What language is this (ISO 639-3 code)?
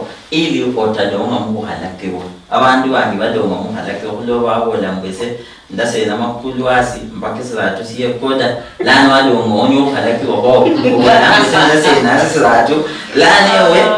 luy